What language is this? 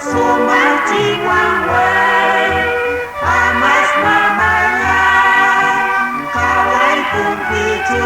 Quechua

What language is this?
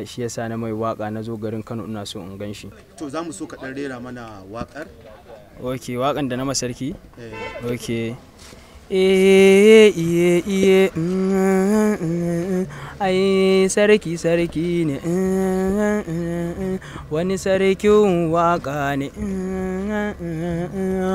Hausa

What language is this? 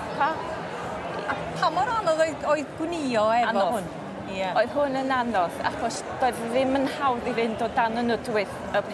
Welsh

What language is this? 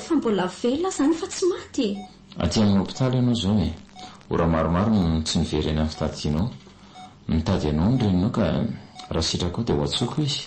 Malagasy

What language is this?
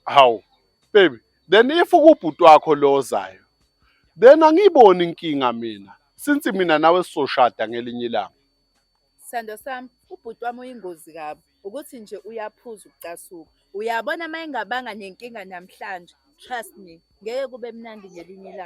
Zulu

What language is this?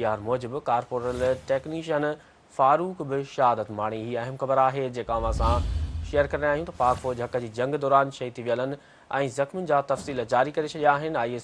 Sindhi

